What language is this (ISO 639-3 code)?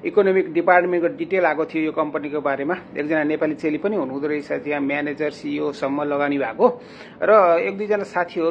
nep